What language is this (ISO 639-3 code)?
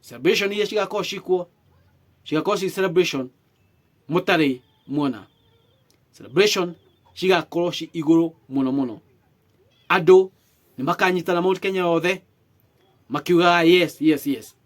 kik